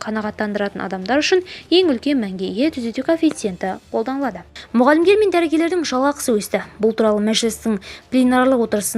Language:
Kazakh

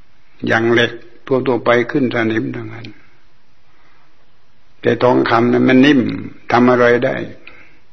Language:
Thai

